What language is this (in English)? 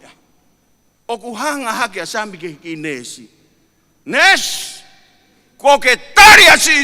Tongan